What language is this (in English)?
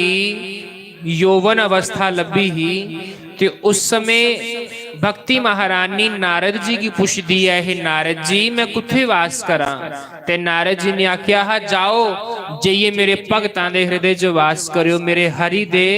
Dogri